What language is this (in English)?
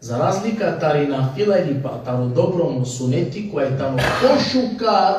Balkan Romani